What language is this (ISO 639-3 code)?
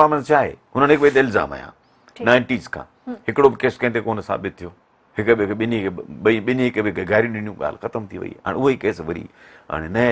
snd